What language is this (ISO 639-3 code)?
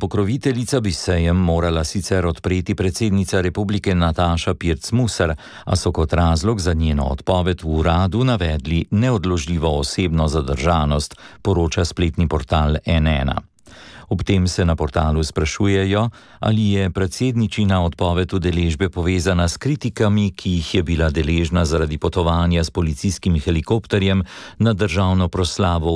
slv